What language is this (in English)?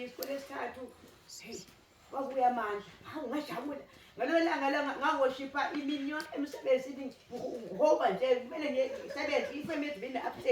Zulu